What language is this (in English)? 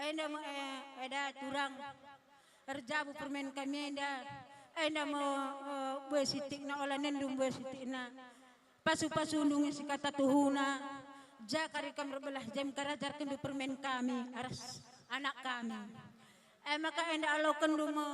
Batak Karo